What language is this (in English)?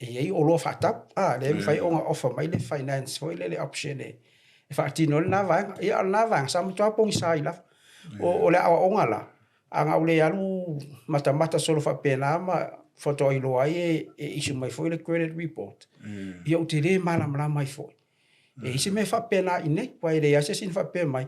Samoan